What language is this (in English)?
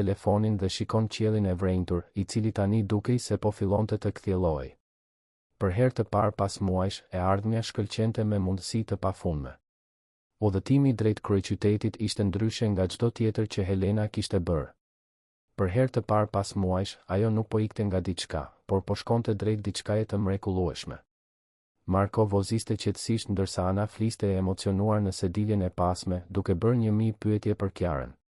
Albanian